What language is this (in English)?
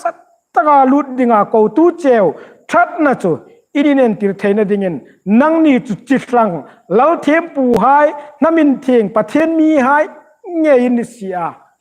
Hmar